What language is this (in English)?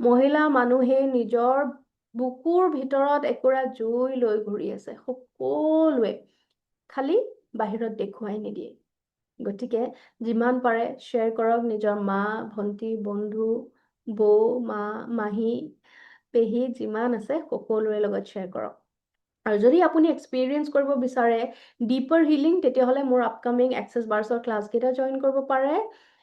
Assamese